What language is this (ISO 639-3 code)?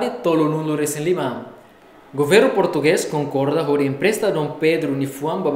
tet